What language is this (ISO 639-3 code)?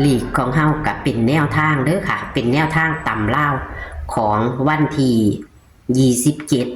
tts